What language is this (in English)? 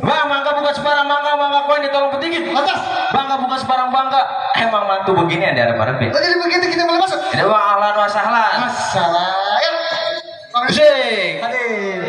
Betawi